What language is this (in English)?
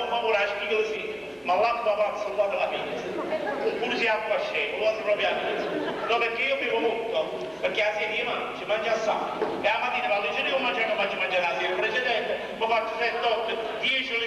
Neapolitan